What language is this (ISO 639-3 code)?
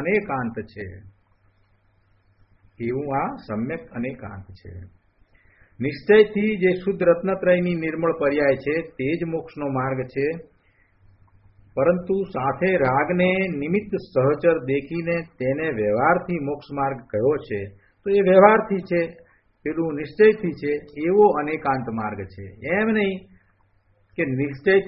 guj